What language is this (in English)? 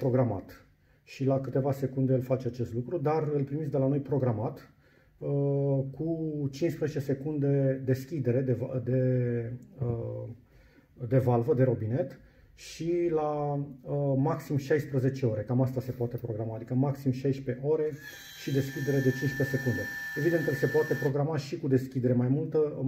Romanian